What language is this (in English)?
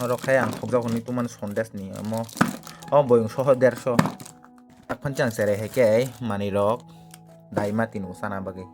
Kok Borok